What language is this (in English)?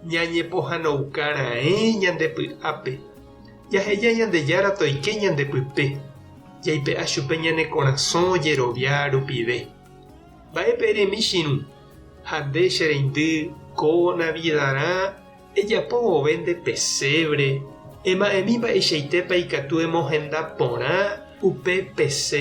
Guarani